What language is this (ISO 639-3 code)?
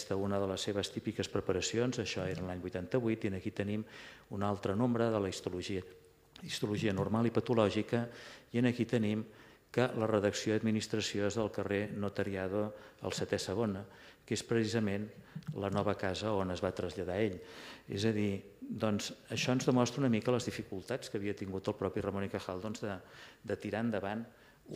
cat